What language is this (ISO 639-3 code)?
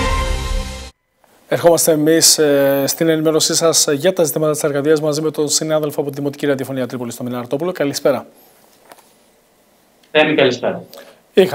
ell